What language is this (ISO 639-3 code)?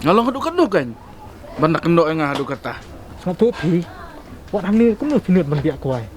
kha